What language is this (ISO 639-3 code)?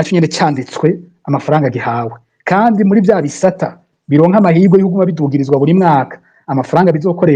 run